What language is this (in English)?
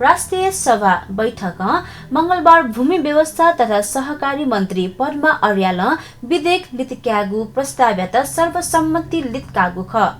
Newari